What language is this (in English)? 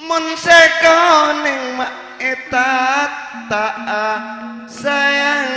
Madurese